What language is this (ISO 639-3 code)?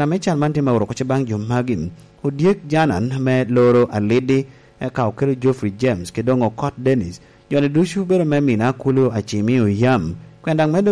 laj